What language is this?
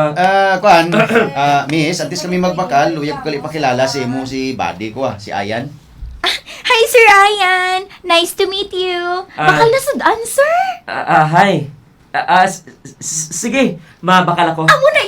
Hiligaynon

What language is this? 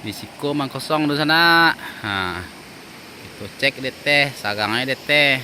Minangkabau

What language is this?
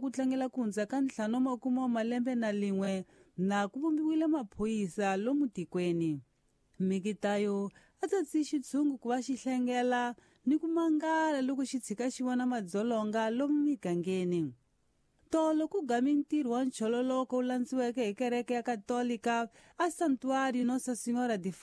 Tsonga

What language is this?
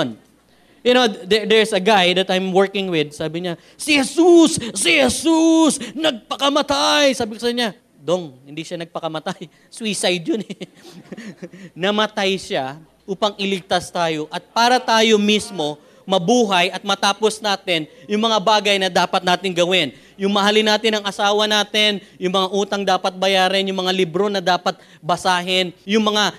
Filipino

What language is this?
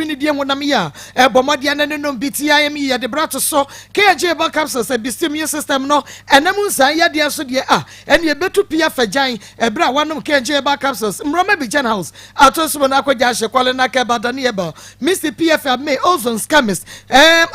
Akan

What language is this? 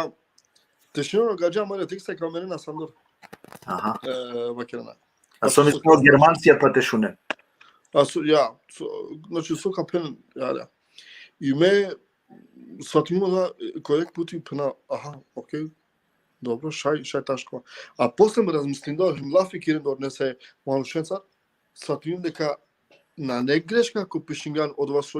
Balkan Romani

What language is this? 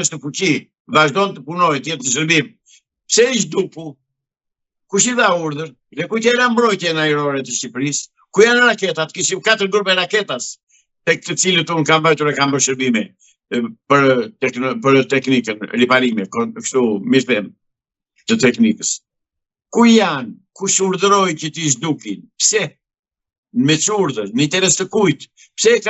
Albanian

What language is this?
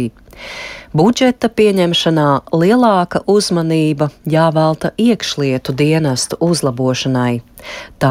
Latvian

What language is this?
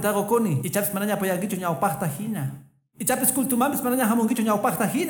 Quechua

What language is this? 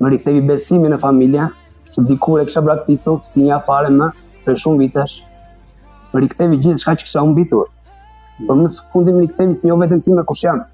Albanian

